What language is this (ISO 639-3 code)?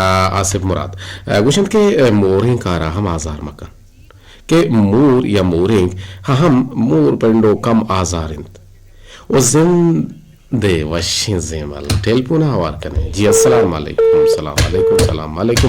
bgp